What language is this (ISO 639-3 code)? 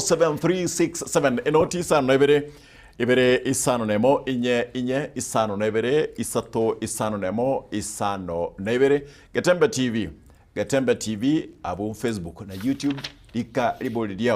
guz